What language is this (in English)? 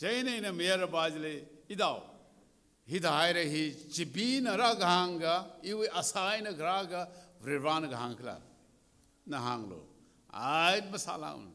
Tangkhul Naga (India)